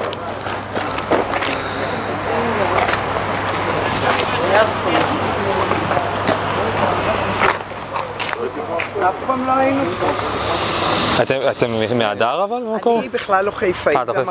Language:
Hebrew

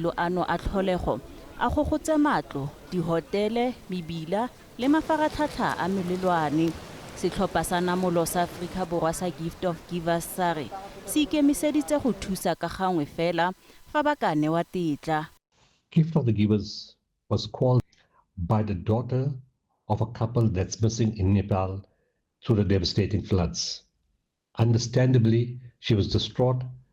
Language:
Tswana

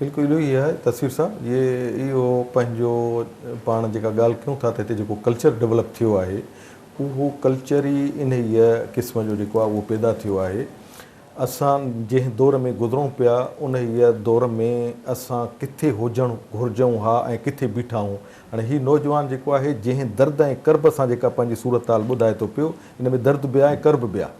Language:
Sindhi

